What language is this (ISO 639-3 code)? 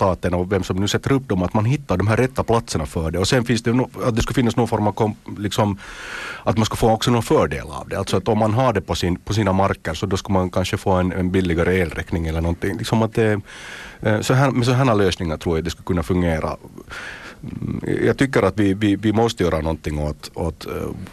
swe